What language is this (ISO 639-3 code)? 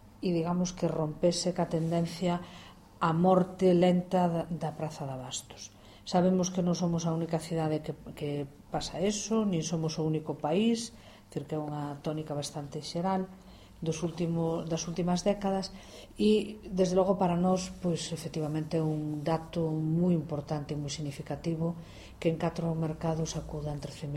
glg